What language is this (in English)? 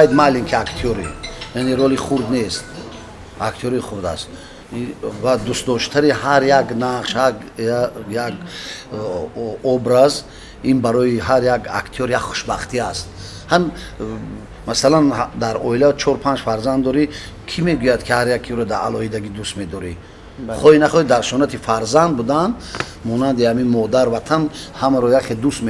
Tajik